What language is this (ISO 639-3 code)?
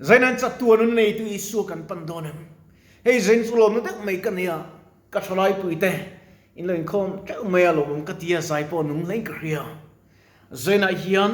lus